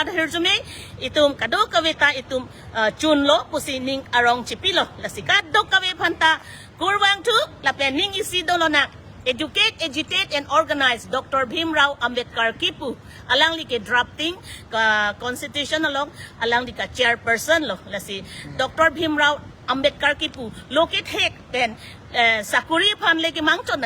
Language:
Karbi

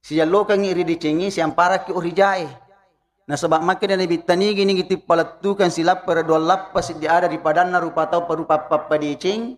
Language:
Buginese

